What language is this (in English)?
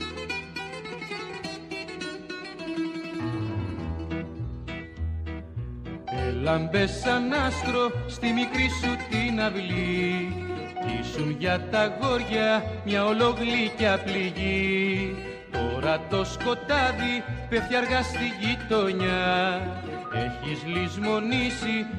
Greek